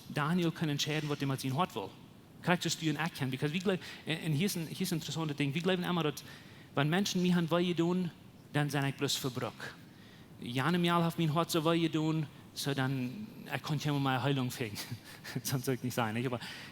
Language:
Plautdietsch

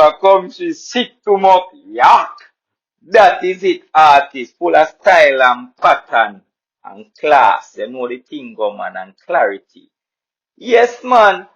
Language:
Jamaican Creole English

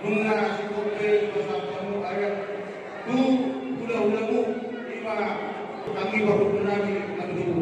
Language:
Batak Toba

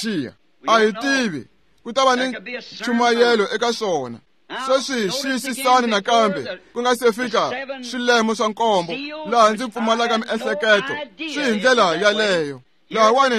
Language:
Tsonga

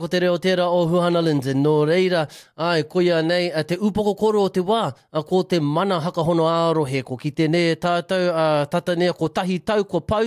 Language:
Māori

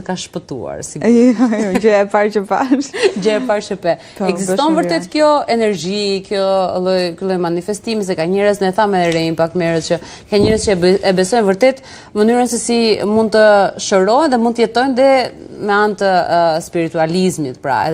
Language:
Albanian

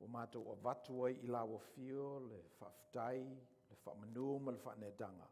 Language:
Samoan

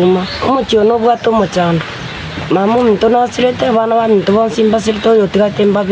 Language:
Gusii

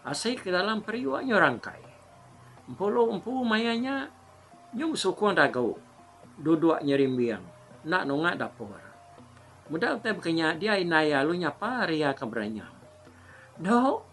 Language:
Iban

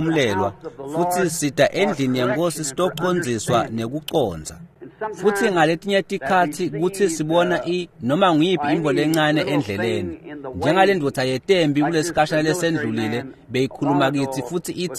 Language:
Swati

